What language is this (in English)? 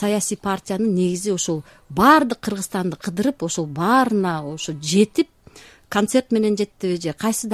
Kyrgyz